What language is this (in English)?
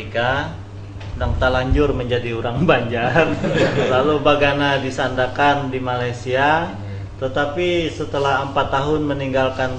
Banjar